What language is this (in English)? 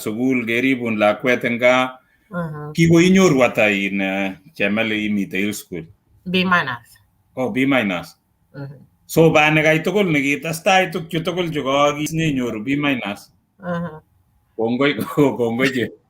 Kalenjin